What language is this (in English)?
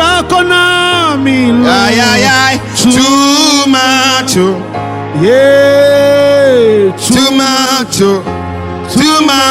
Ewe